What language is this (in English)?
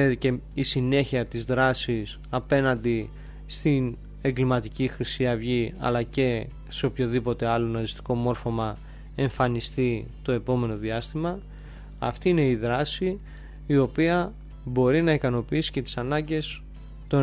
Greek